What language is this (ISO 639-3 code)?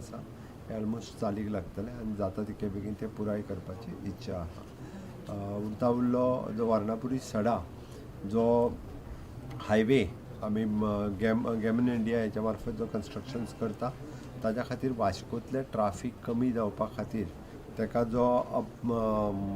kok